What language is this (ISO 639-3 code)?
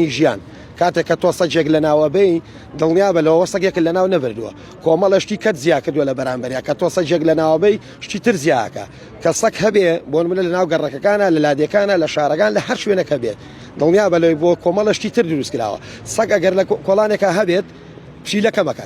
ckb